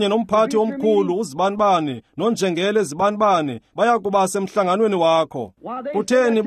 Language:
Xhosa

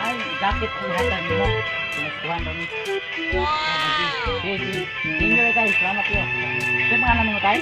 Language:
Cebuano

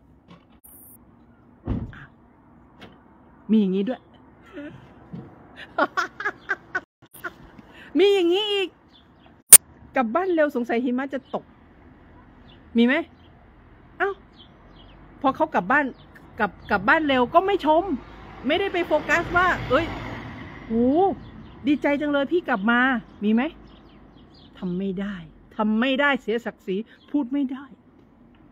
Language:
Thai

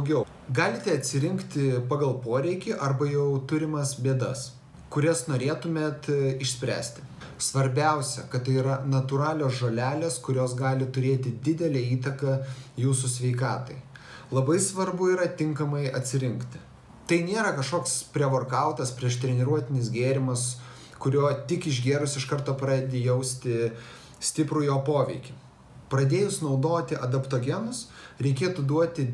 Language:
Lithuanian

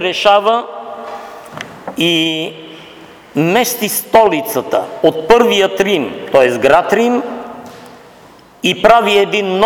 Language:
Bulgarian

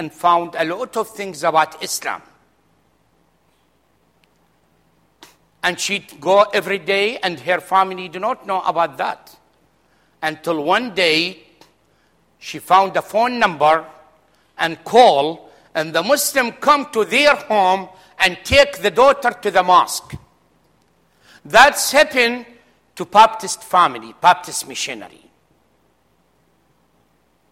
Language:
English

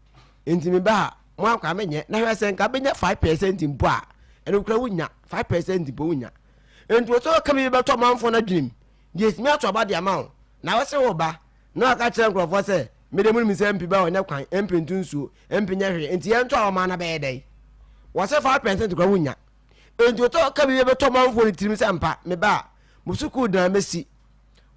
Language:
Akan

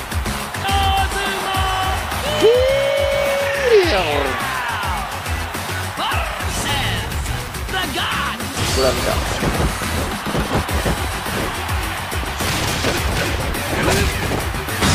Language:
Japanese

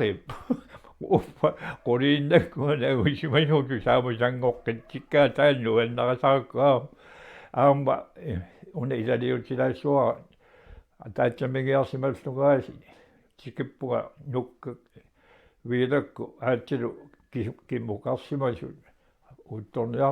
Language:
Kalaallisut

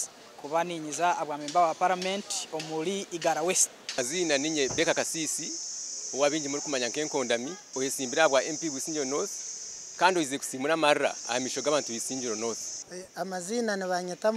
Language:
Nyankole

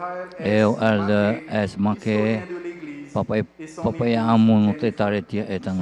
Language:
Tahitian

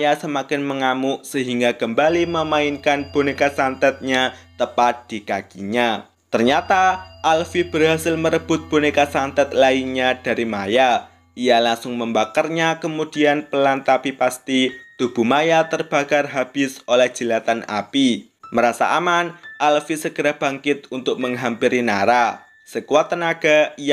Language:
Indonesian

